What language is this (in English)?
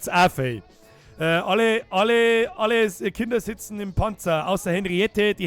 Bavarian